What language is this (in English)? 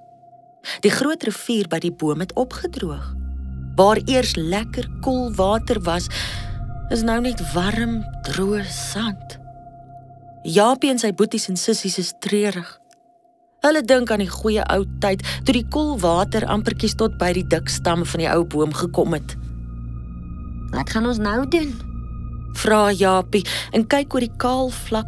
Afrikaans